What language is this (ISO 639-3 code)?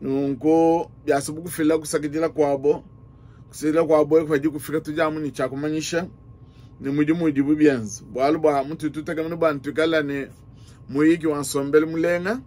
lua